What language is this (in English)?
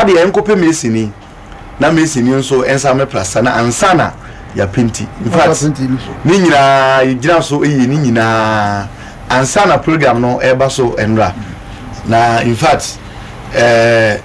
Akan